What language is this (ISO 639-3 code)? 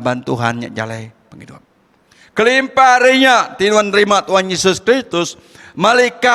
iba